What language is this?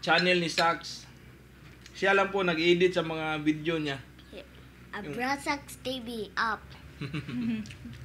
Cebuano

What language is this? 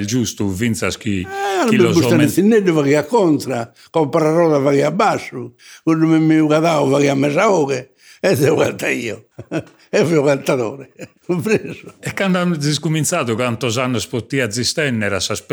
Sardinian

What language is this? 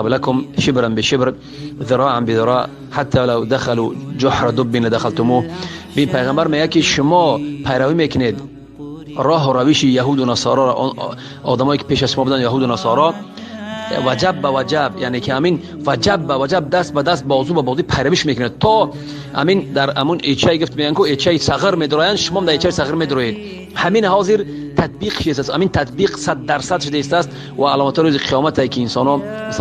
Persian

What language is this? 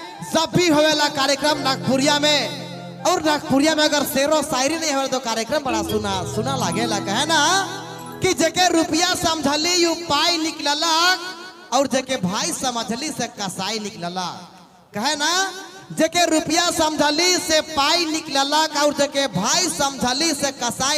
Sadri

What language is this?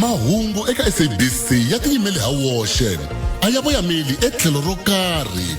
Tsonga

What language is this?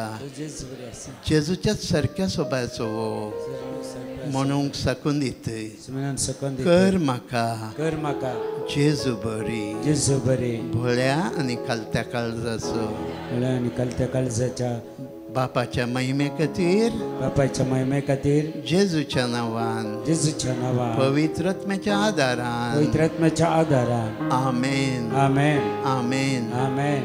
Konkani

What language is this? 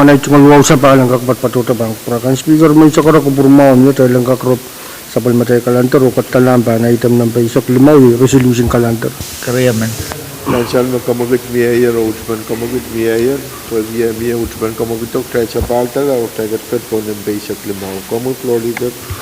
Pohnpeian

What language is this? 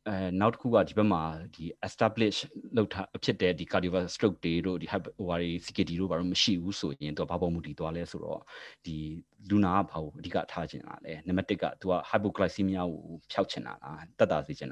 Burmese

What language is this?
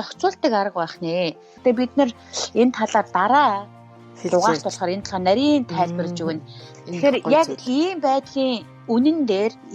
Mongolian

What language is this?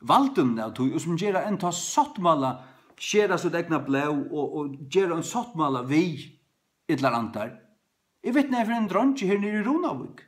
Faroese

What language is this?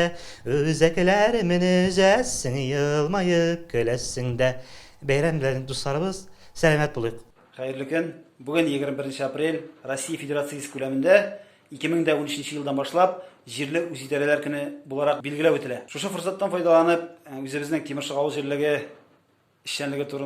Tatar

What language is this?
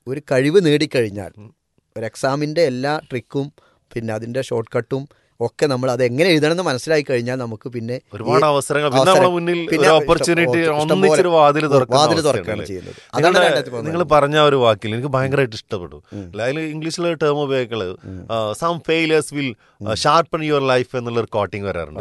Malayalam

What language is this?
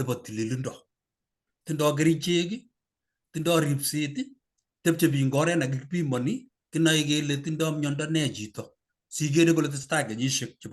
Kalenjin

